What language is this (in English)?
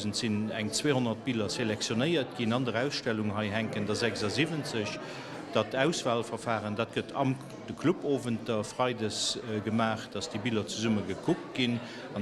Luxembourgish